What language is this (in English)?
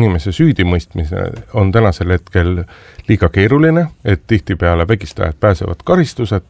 Estonian